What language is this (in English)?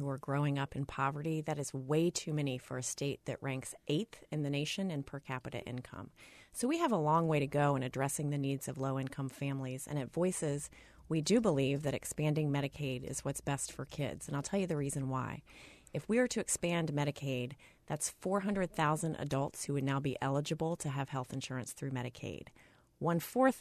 English